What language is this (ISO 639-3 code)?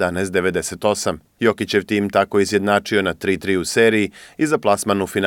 srp